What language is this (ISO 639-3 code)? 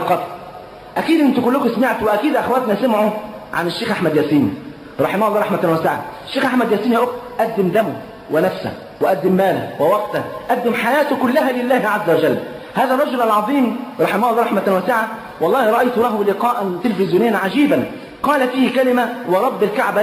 arz